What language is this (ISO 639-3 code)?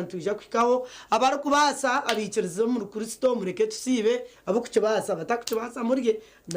nyn